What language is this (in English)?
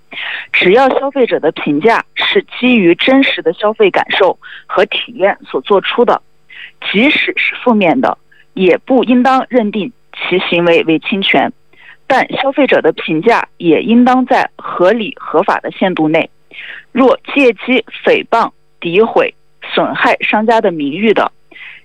Chinese